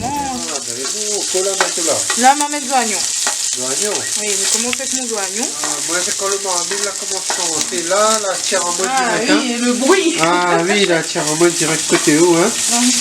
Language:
Réunion Creole French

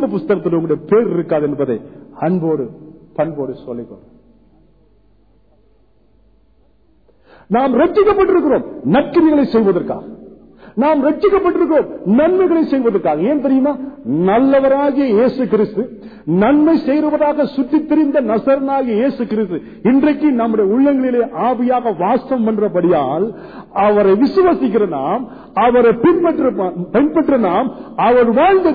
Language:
Tamil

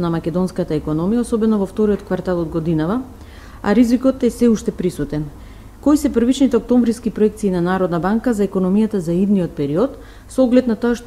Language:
Macedonian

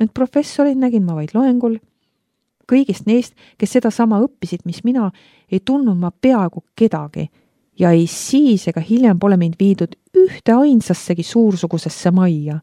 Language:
Estonian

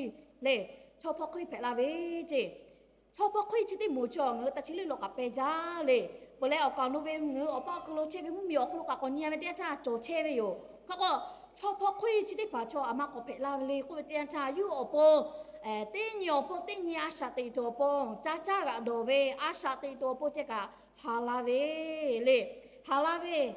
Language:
Lahu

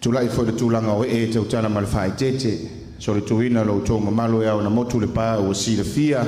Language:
Samoan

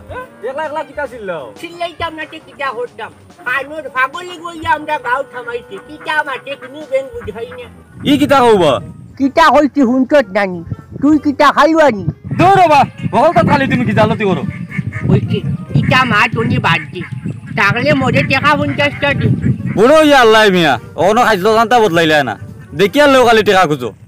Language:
Sylheti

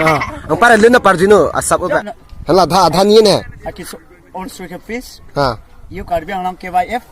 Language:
Karbi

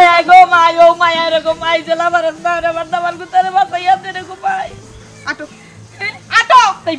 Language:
Sylheti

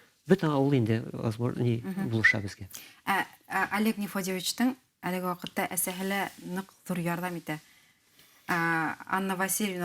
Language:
Bashkir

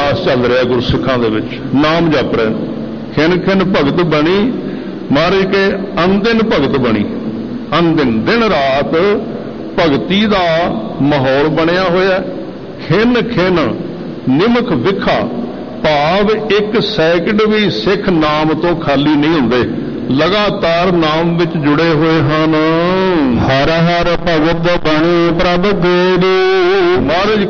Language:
Punjabi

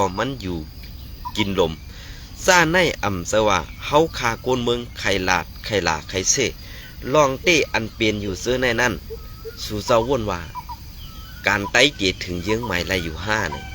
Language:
Shan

